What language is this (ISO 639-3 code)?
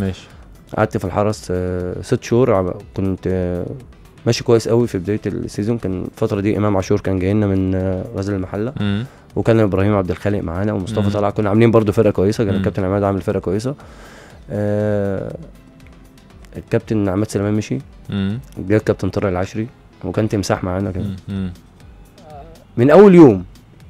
arz